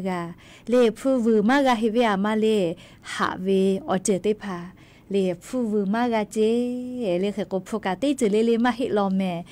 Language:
Lahu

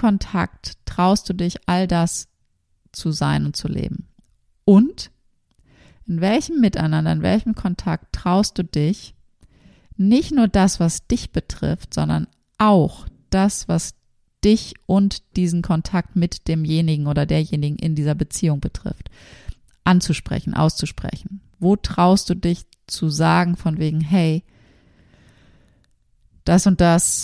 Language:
German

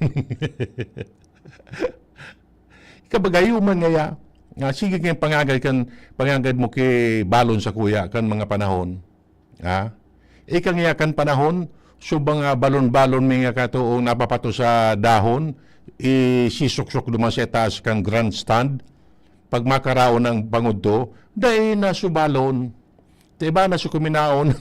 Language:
Bikol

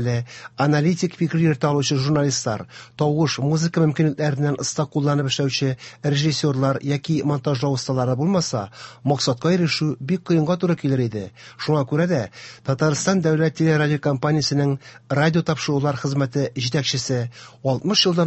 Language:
Tatar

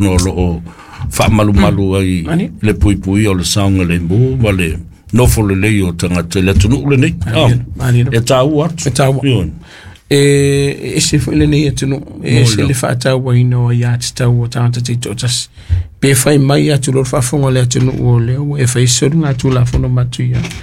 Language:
Samoan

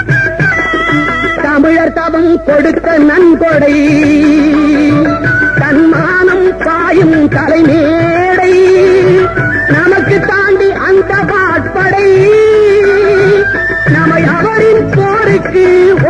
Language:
Tamil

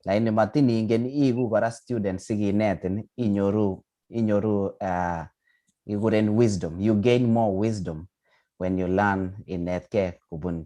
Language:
Kalenjin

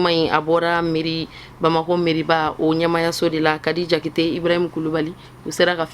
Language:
Bambara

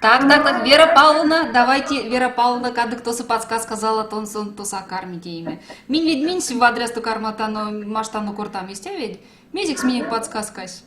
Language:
Erzya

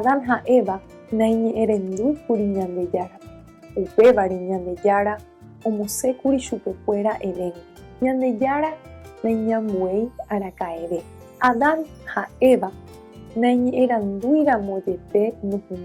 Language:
Guarani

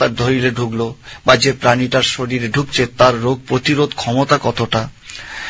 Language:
Bangla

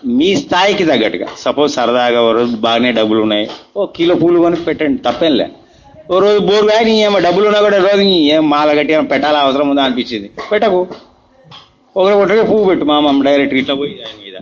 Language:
Telugu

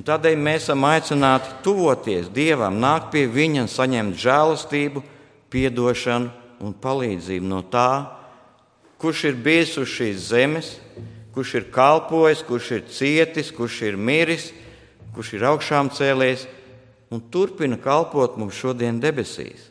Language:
Latvian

